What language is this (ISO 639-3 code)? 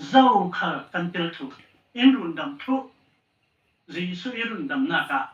cfm